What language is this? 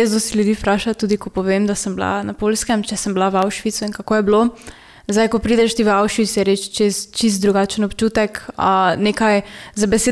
Slovenian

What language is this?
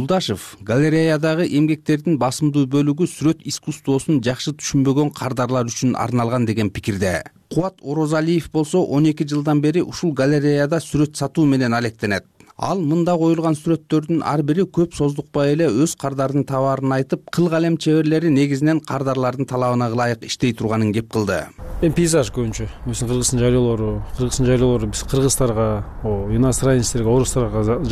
Kyrgyz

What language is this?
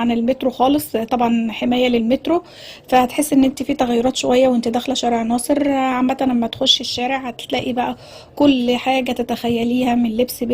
Egyptian Arabic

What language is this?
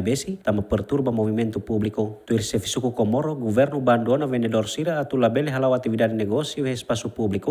Tetum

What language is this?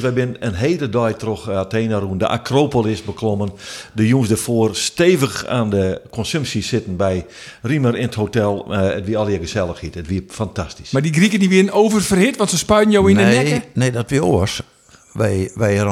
Western Frisian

